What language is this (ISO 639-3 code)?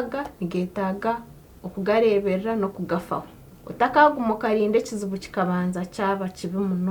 nyn